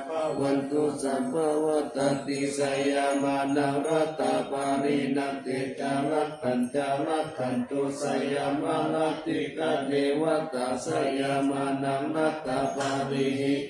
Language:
Pali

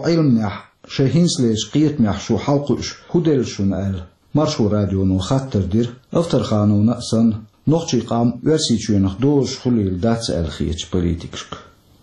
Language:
Chechen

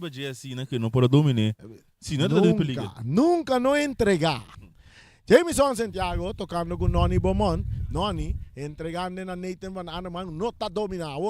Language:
Papiamento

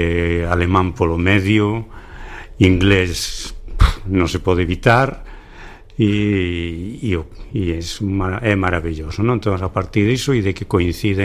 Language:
Galician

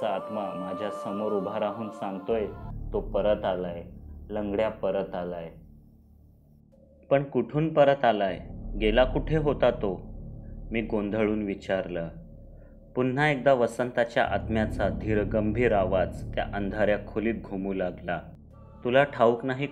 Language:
Marathi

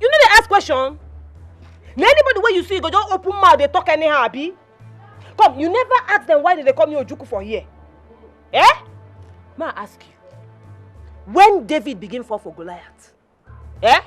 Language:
Nigerian Pidgin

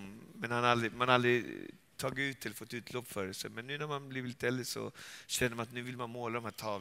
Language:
Swedish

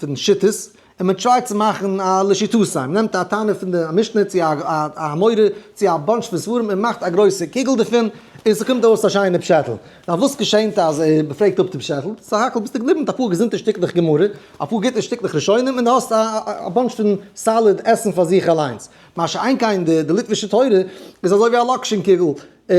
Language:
Yiddish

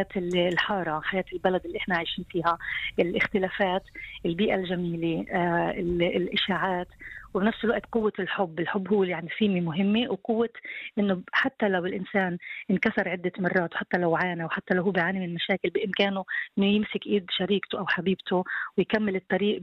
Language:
North Levantine Arabic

